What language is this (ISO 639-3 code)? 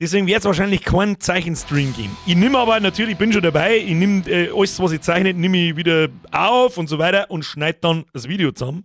bar